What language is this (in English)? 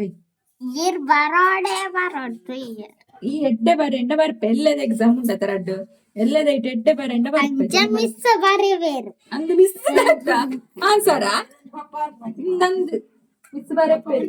Tulu